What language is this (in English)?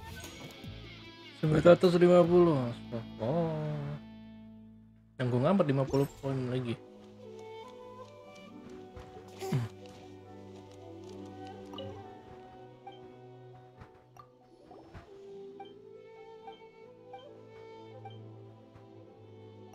Indonesian